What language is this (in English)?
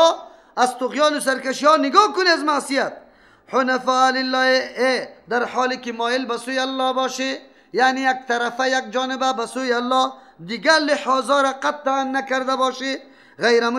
Persian